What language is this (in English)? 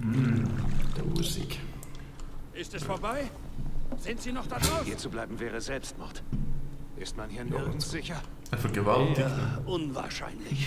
Swiss German